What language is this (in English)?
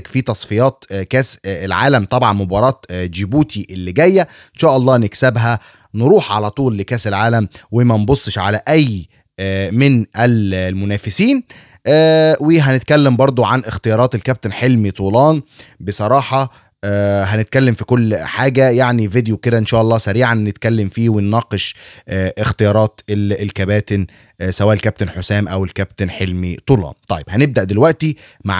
Egyptian Arabic